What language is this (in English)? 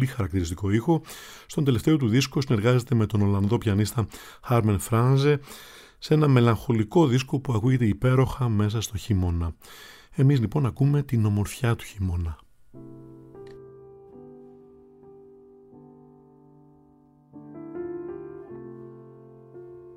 Greek